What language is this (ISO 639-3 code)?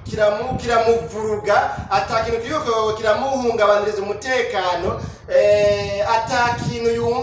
run